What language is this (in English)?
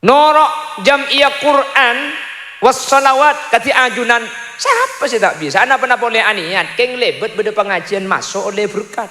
Madurese